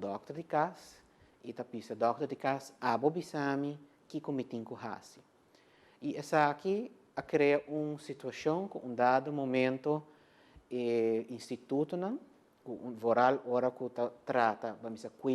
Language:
Papiamento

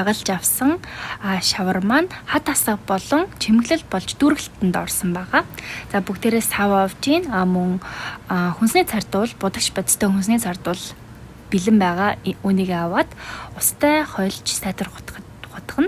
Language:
Mongolian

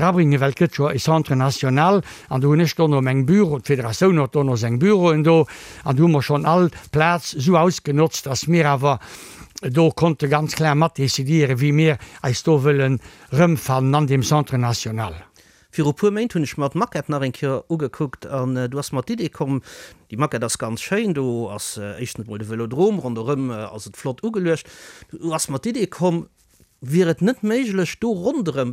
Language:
Luxembourgish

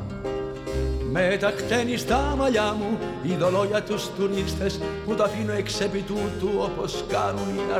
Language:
Greek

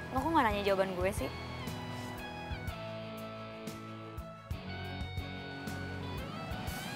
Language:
Indonesian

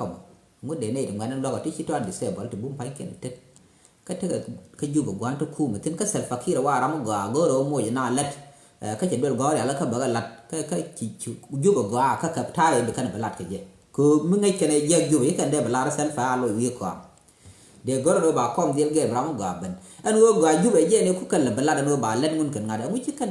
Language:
Nuer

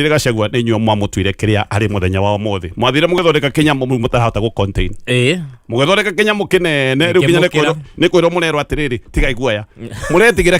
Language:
Kikuyu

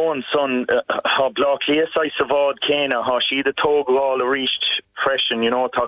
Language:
Irish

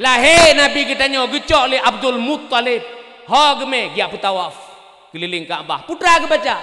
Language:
Achinese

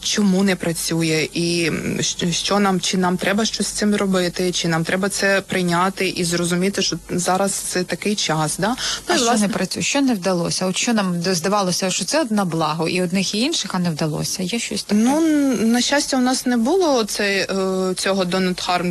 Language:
Ukrainian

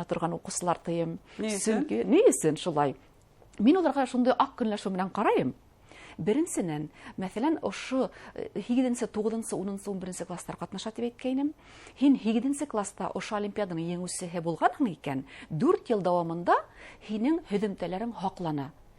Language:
Bashkir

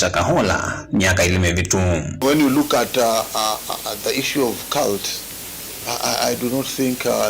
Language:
Kamba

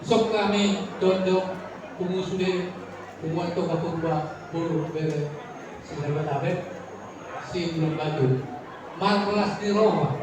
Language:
Batak Toba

